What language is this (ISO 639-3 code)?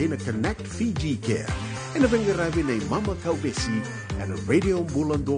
fij